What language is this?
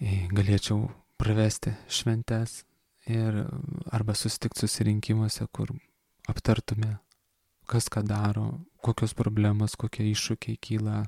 Lithuanian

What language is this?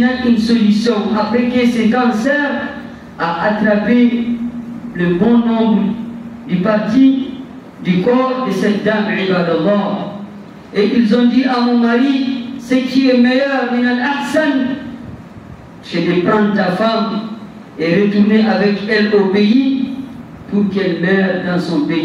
French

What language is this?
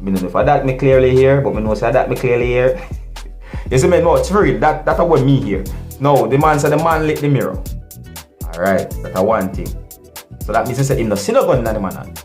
Jamaican Creole English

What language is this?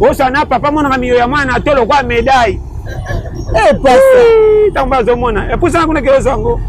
Lingala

